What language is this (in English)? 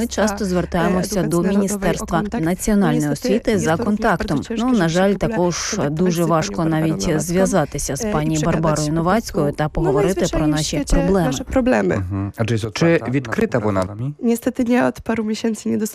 Ukrainian